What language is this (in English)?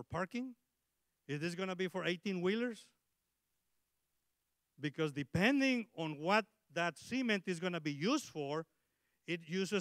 English